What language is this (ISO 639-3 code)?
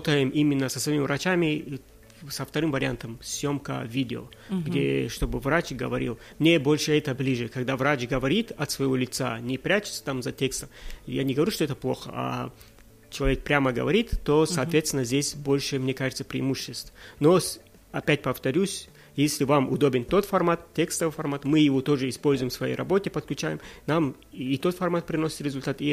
rus